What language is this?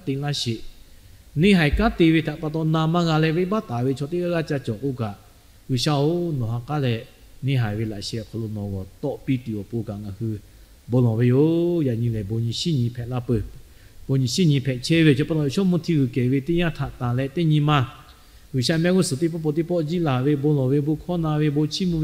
Lahu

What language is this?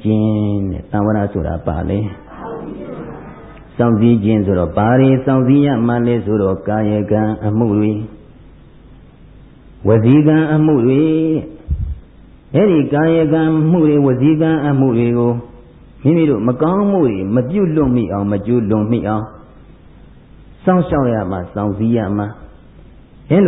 Burmese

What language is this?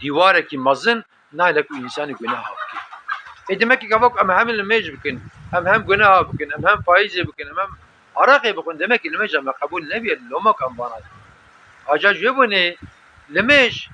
Kurdish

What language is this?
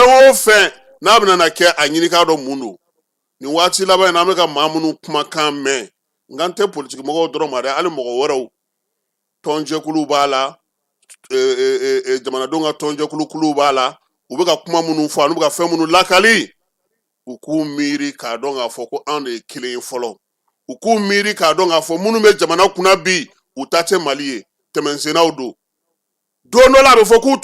Bambara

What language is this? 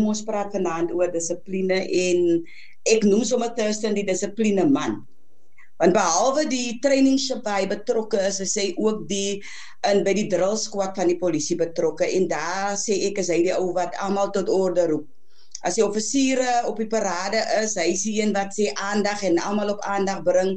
Afrikaans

